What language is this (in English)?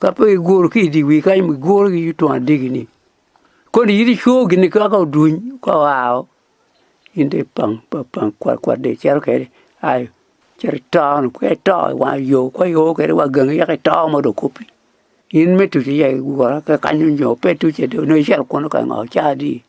Acoli